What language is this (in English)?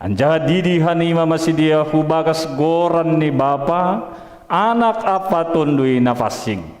Batak Simalungun